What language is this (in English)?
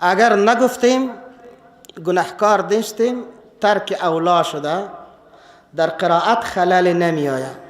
Persian